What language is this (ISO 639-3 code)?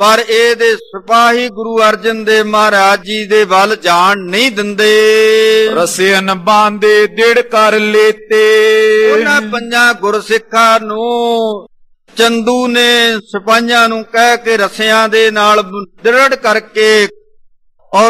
pan